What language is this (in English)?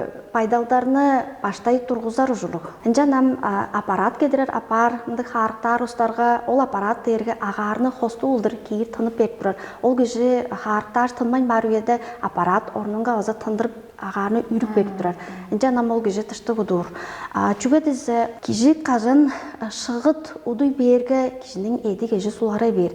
Tuvinian